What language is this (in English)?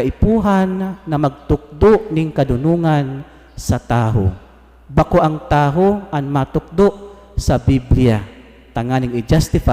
Bikol